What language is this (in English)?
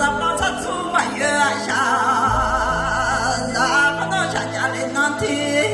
Akha